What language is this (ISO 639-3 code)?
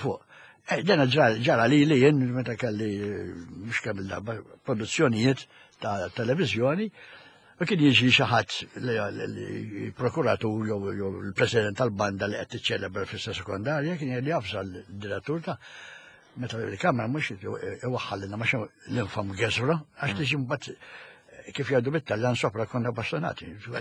mlt